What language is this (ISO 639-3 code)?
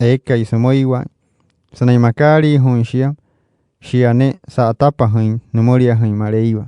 guc